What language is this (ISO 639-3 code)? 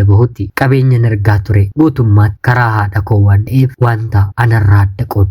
orm